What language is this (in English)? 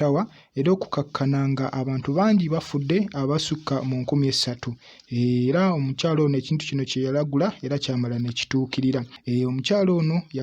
Ganda